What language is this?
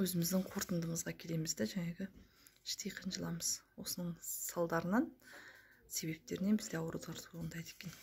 Kazakh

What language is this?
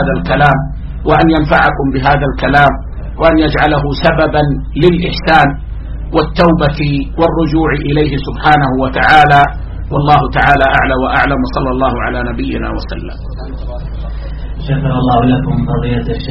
Arabic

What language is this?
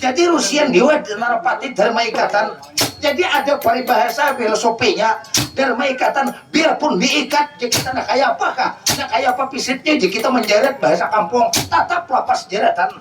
Banjar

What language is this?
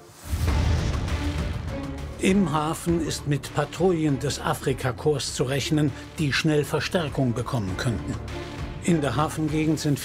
German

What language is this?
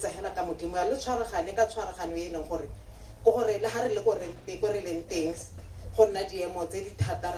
Tswana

